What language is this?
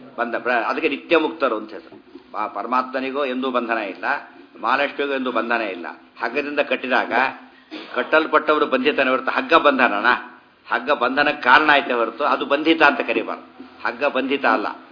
Kannada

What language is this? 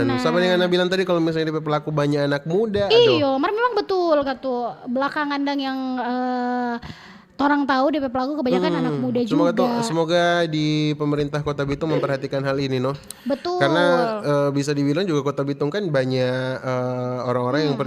Manado Malay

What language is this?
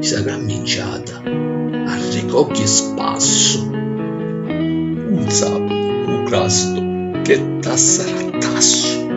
Sicilian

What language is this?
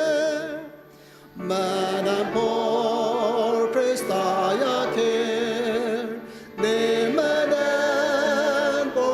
Ao Naga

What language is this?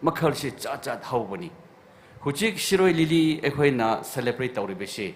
Tangkhul Naga (India)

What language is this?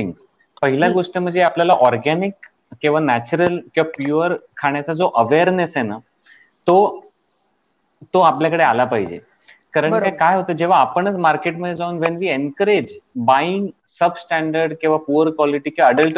Marathi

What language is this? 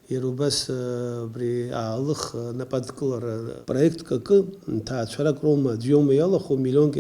Abkhazian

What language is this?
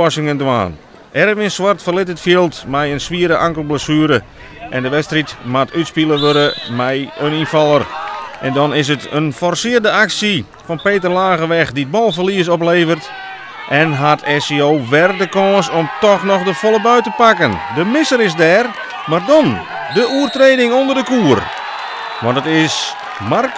Western Frisian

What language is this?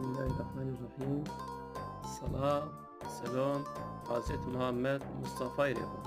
Zaza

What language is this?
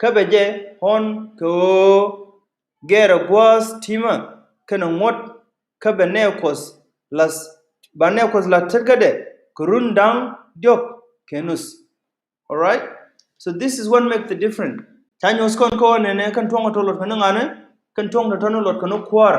Nuer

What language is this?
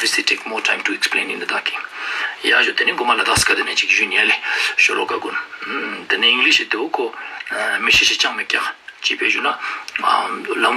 Ladakhi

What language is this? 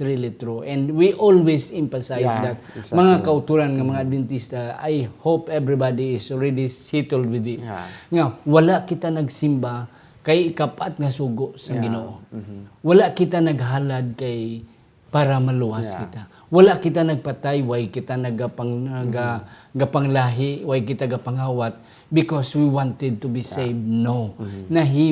Hiligaynon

